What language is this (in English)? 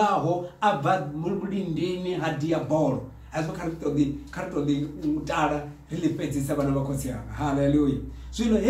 Venda